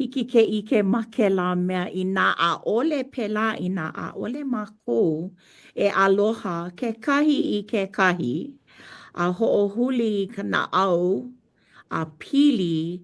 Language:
Hawaiian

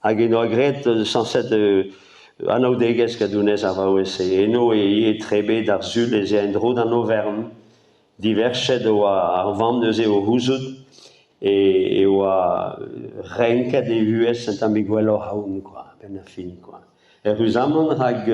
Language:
Breton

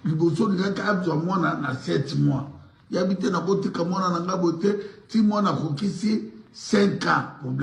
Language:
Lingala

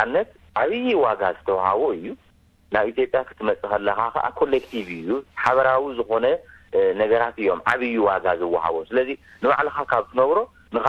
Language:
Tigrinya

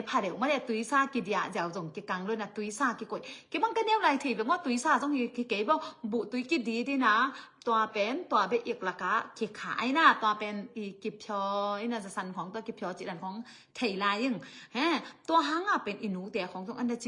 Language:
Tedim Chin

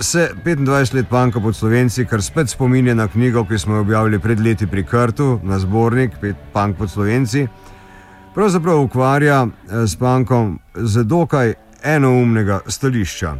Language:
Slovenian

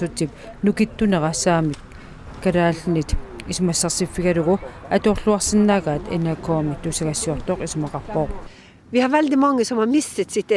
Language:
Kalaallisut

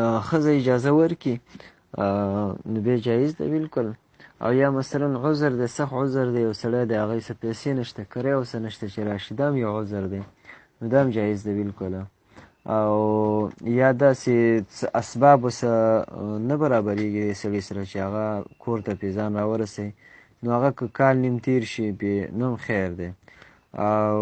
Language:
Pashto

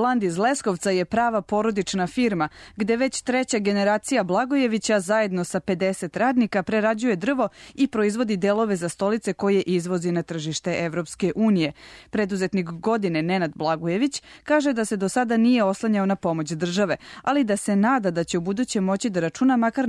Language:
Serbian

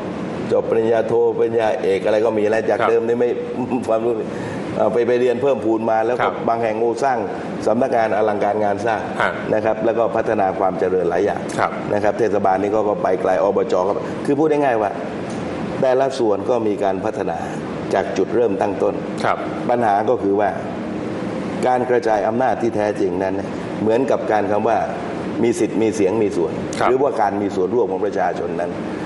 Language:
Thai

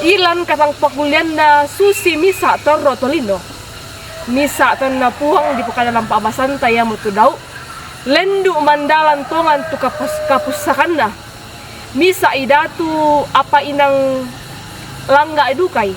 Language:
Toraja-Sa'dan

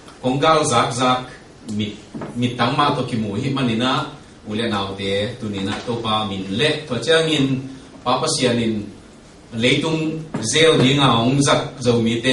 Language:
Tedim Chin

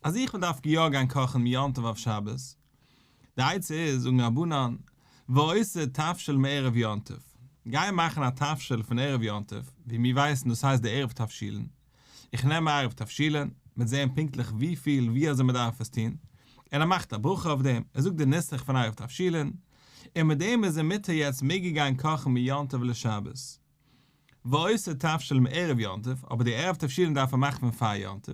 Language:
Yiddish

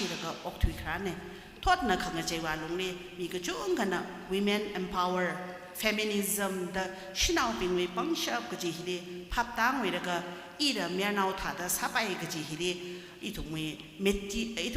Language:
Tangkhul Naga (India)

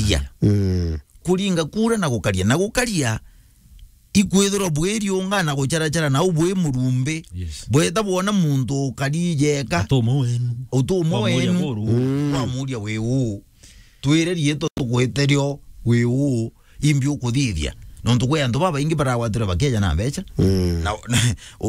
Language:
Meru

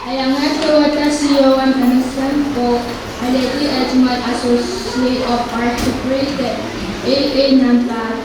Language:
Pohnpeian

